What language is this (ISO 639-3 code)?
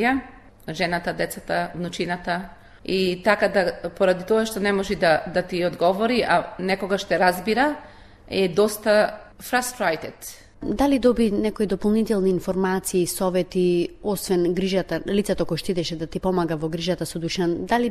mkd